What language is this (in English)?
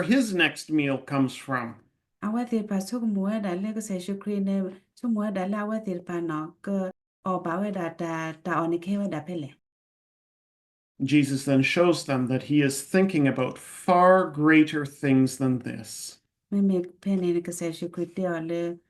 S'gaw Karen